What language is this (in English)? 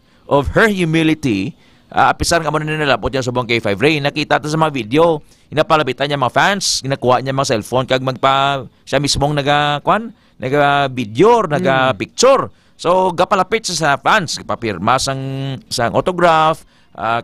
Hiligaynon